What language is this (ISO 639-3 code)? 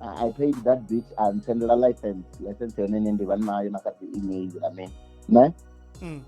ven